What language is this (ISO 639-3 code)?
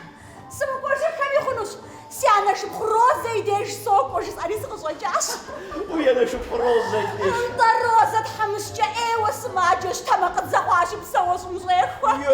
kbd